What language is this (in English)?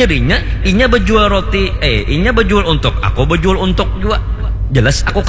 Banjar